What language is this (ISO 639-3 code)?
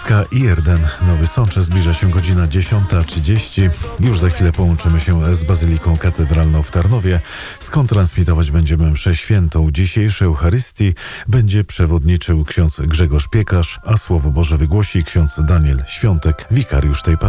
pol